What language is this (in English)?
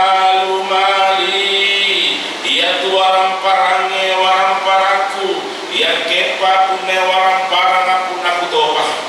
Buginese